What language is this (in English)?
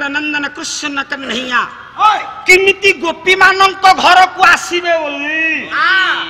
Odia